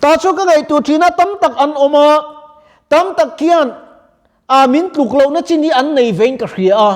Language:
Mizo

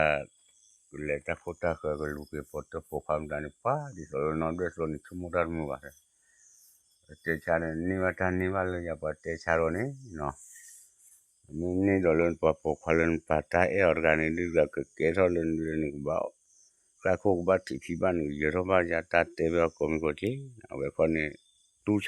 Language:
S'gaw Karen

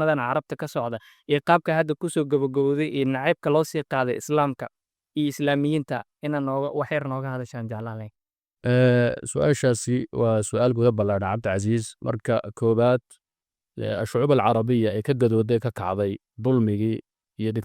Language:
Somali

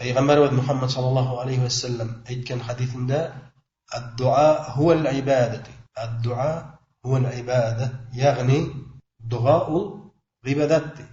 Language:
Bashkir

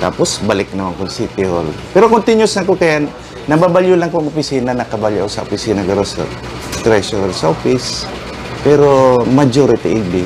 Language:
Bikol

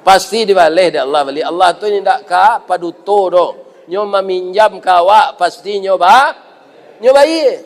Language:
Minangkabau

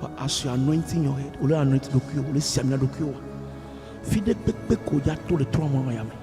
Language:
Ewe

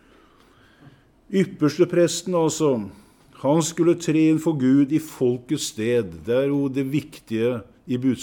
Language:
Norwegian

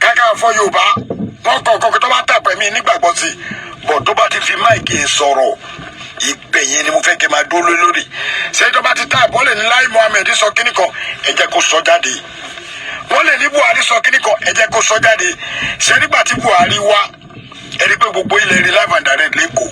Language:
Yoruba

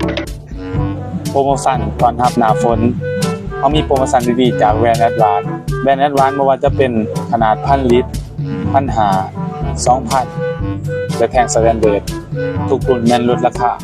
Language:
Lao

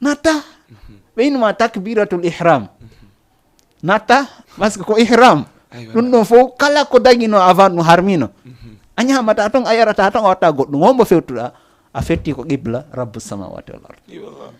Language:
Fula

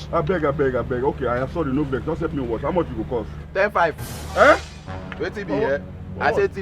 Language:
Nigerian Pidgin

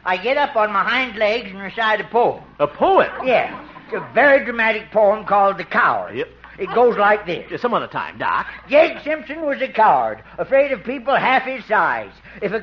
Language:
English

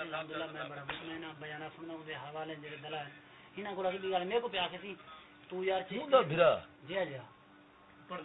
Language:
Saraiki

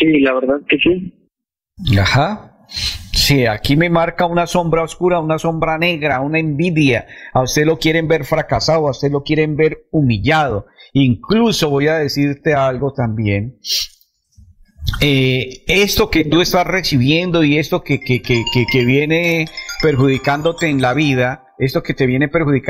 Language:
Spanish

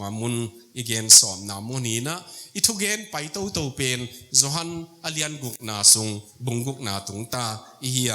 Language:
Tedim Chin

